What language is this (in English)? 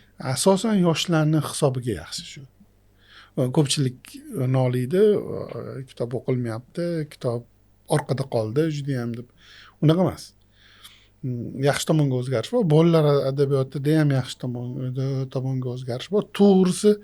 Uzbek